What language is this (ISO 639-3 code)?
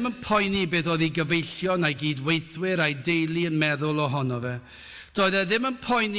cym